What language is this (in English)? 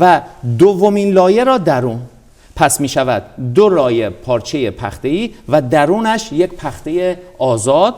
Persian